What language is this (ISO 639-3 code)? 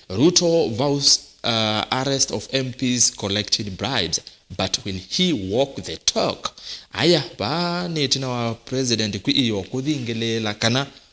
kam